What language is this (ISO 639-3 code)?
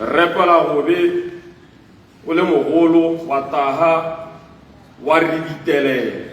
tsn